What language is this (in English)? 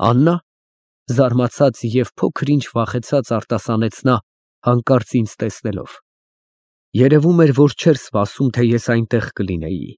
Armenian